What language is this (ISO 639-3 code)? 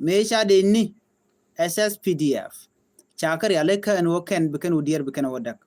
nus